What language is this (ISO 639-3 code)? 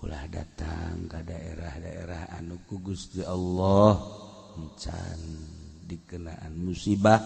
sun